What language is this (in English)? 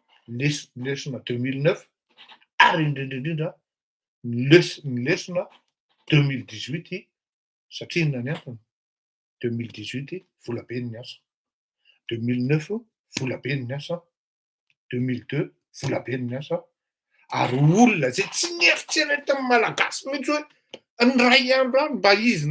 Malagasy